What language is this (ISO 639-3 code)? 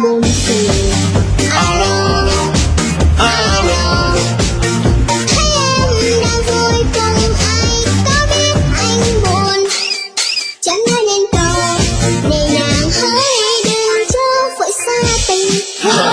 vie